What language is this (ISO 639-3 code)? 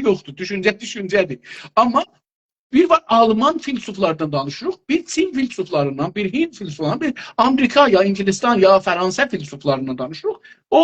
azb